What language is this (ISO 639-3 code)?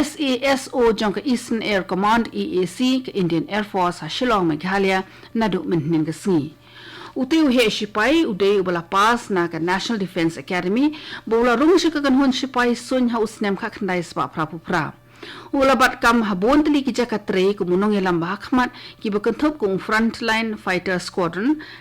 kha